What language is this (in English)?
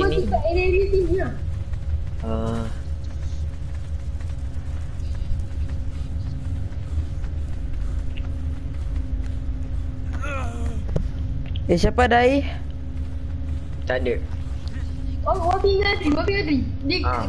Malay